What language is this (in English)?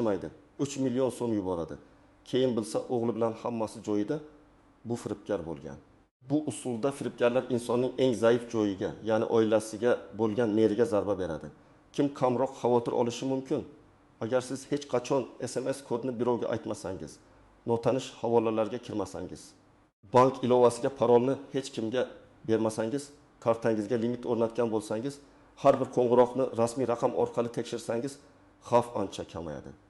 Uzbek